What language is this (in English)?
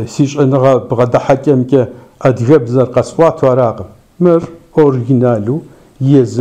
Kabardian